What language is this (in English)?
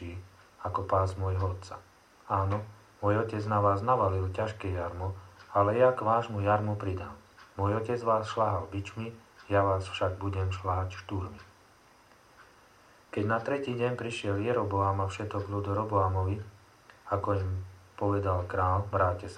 Slovak